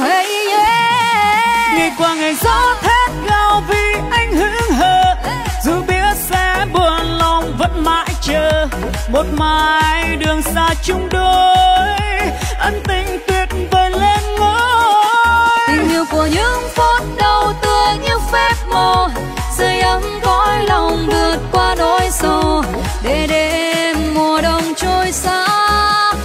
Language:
Vietnamese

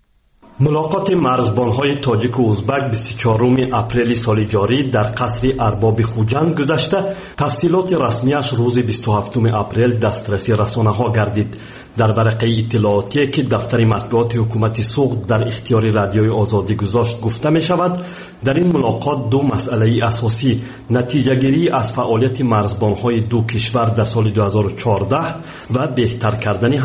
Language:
Persian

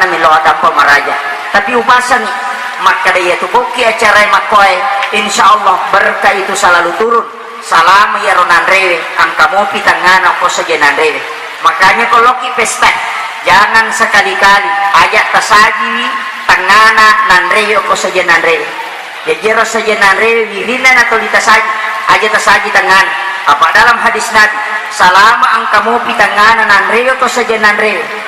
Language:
Buginese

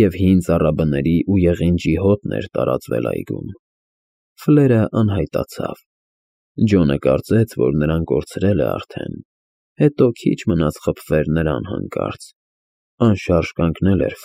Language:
Armenian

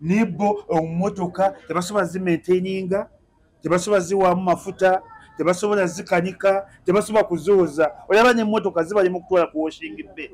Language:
Ganda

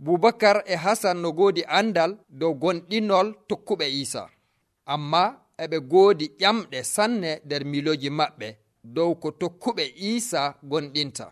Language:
Nigerian Fulfulde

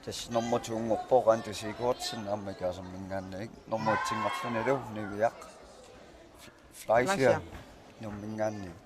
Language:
Kalaallisut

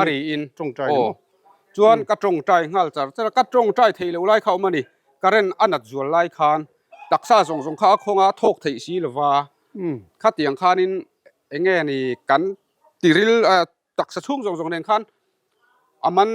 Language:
Mizo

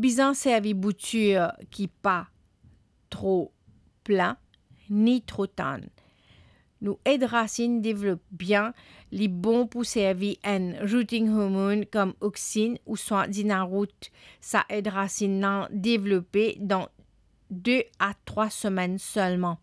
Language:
Morisyen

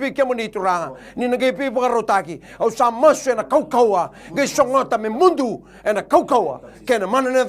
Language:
Fijian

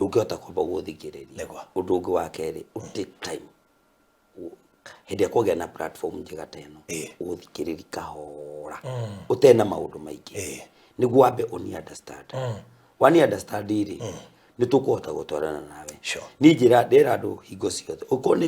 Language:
Kikuyu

